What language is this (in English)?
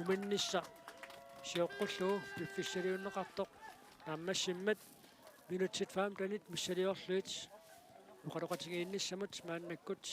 Kalaallisut